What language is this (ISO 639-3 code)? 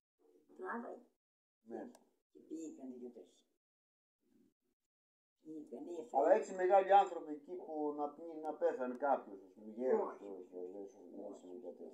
ell